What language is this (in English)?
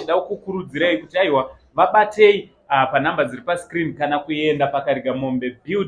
Shona